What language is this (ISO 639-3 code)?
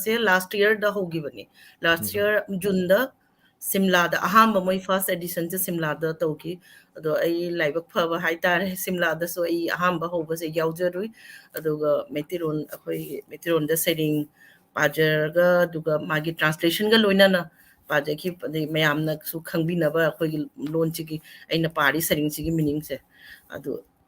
mni